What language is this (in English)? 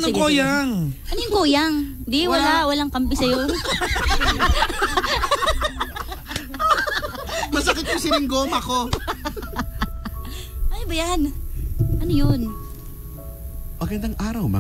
Filipino